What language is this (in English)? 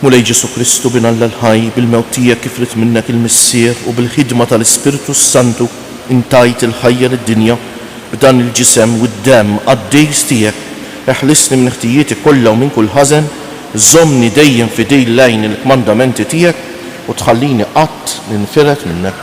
Maltese